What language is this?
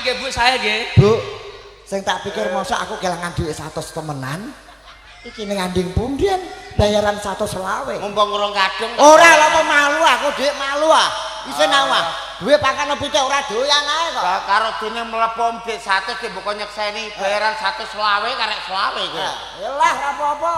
Javanese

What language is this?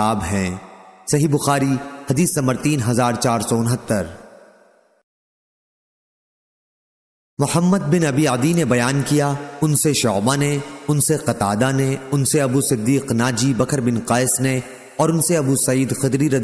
Urdu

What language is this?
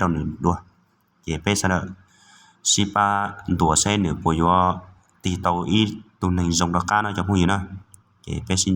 Hmong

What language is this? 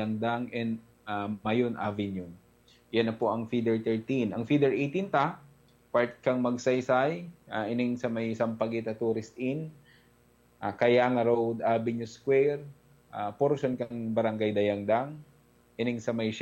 Bikol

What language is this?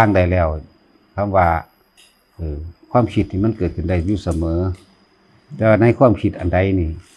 Northeastern Thai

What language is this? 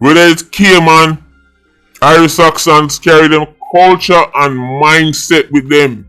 Jamaican Creole English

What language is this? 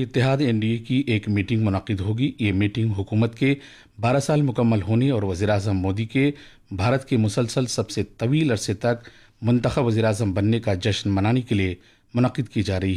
Urdu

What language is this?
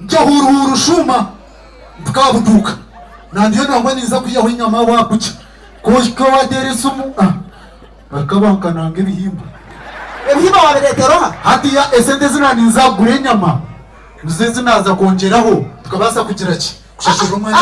Nyankole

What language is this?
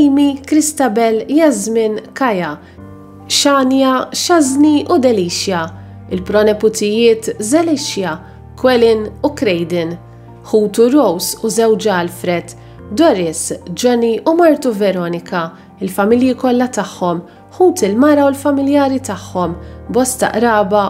Maltese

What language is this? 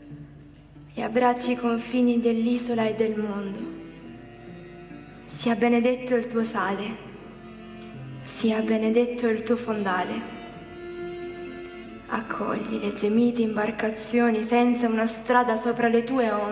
Italian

